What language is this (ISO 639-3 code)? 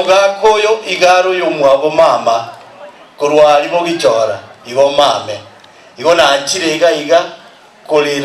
guz